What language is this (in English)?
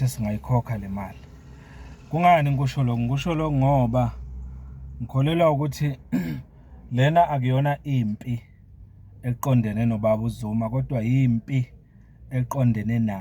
Zulu